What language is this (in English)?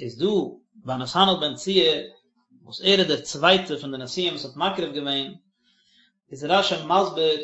Yiddish